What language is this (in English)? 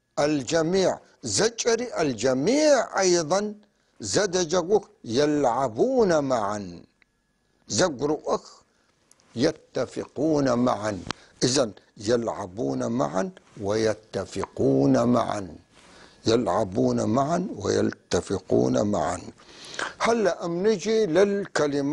North Levantine Arabic